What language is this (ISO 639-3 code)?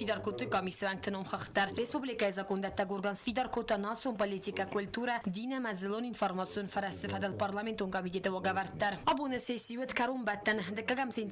oss